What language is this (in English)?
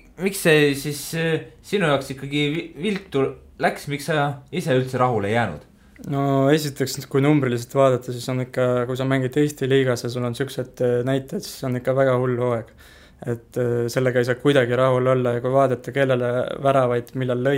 Estonian